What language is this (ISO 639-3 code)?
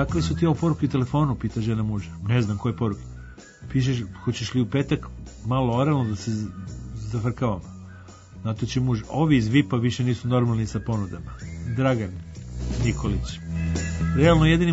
srp